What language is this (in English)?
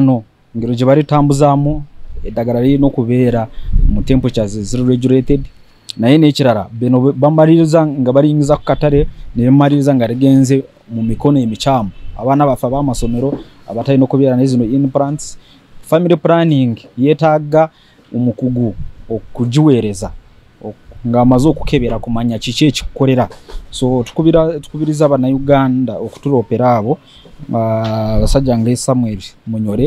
Nyankole